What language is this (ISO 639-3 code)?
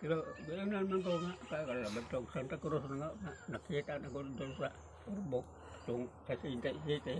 ceb